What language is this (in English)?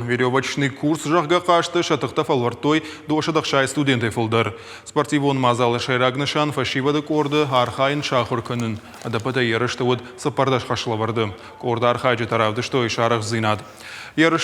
Ossetic